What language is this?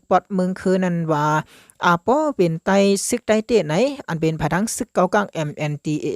Shan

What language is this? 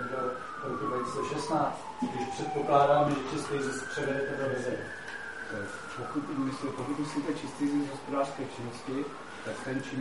Czech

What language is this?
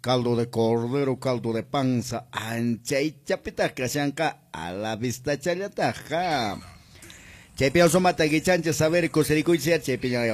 Quechua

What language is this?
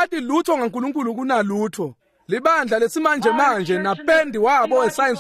Swati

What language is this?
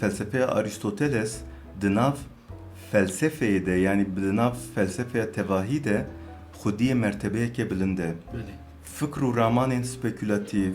Kurdish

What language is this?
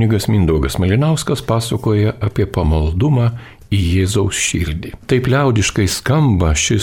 Lithuanian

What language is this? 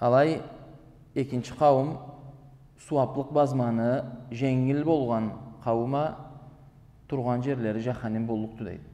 Karachay-Balkar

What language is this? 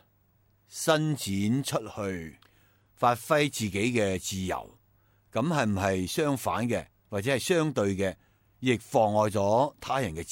Cantonese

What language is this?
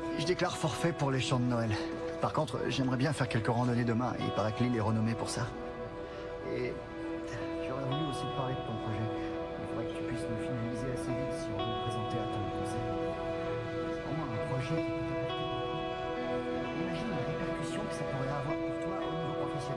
French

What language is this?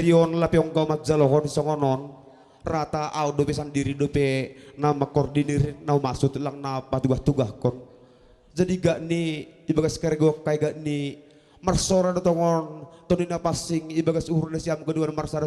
Batak Simalungun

